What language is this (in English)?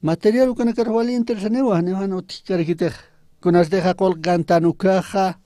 Aymara